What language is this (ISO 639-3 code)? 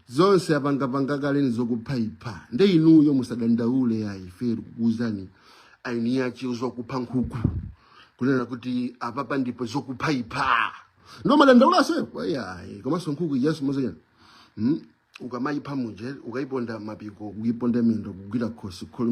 nya